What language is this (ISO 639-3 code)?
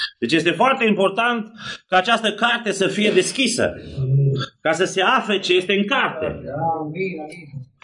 ron